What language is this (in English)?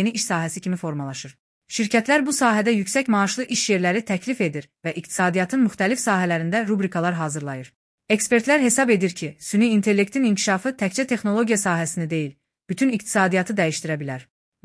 Azerbaijani